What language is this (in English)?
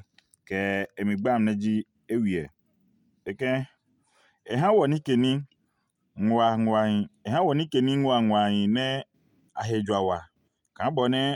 Adangme